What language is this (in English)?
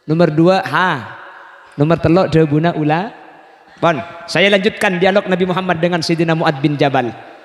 Madurese